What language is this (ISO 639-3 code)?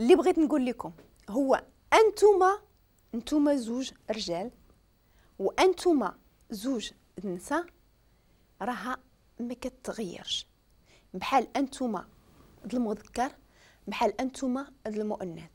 ary